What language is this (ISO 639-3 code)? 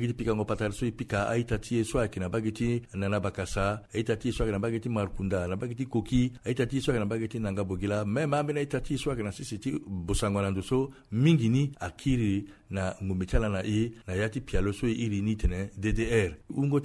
sag